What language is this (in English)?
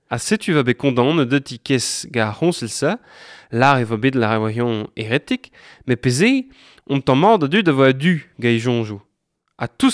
Breton